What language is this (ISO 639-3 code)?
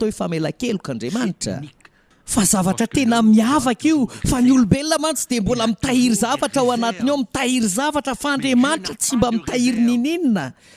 mlg